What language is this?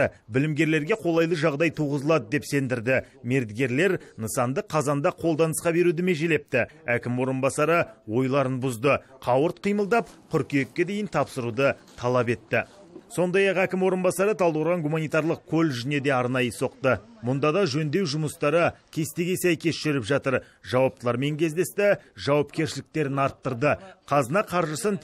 Kazakh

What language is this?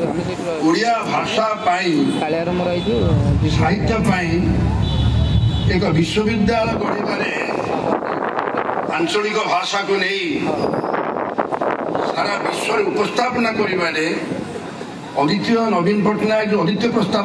Odia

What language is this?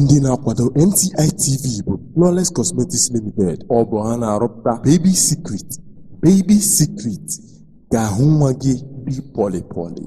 Igbo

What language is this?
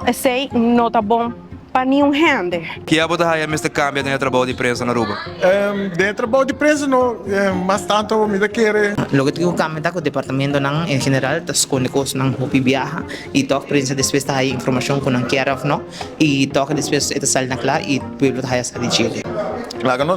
Papiamento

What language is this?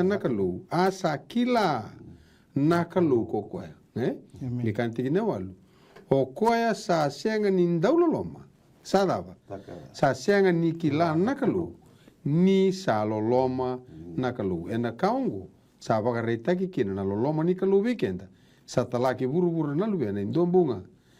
Fijian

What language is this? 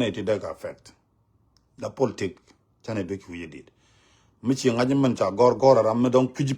Nuer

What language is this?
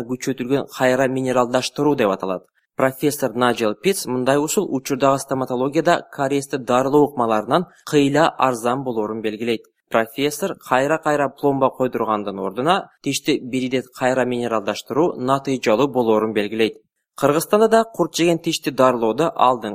Kyrgyz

